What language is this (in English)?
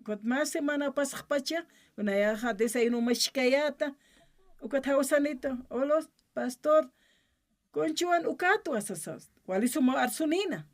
Aymara